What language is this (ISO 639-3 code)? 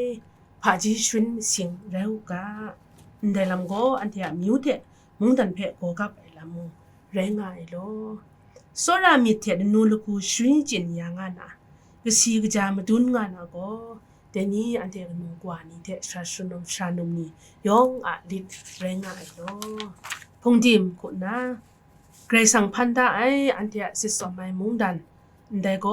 kac